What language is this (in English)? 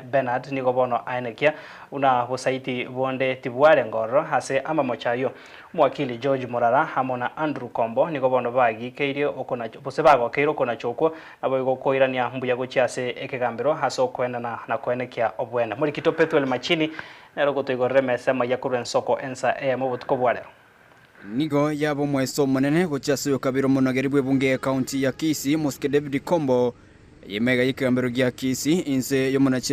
Gusii